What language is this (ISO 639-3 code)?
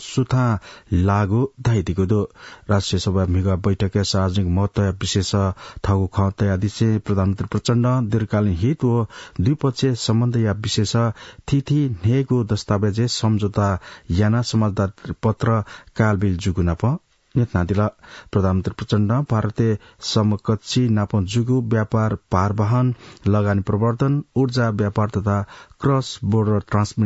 new